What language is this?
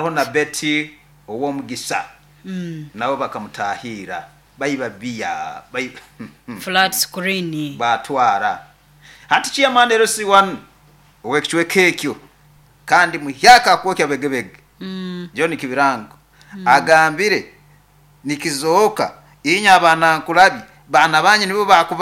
Nyankole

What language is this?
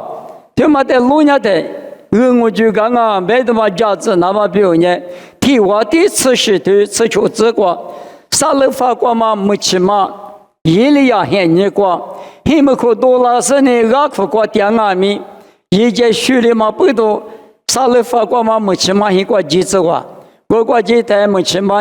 Lisu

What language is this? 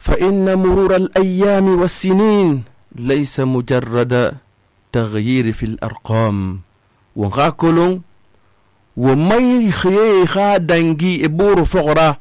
Susu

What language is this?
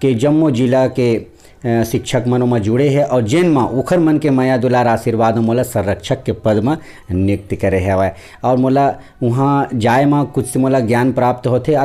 Chhattisgarhi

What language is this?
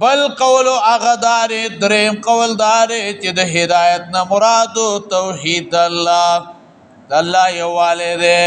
Pashto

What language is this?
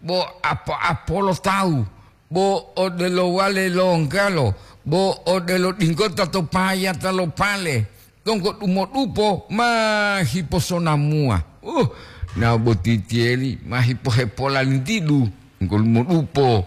Gorontalo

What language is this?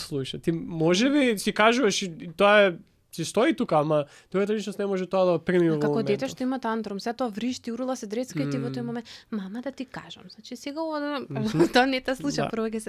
Macedonian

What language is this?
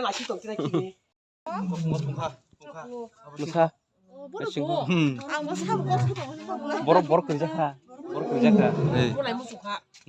Kok Borok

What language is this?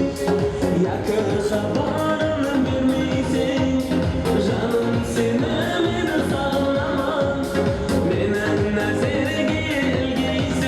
Kara-Kalpak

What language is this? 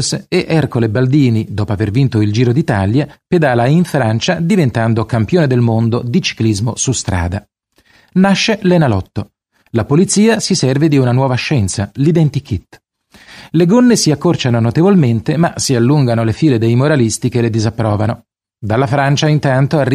Italian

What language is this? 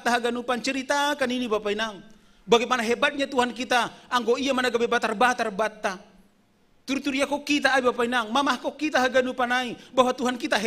Batak Simalungun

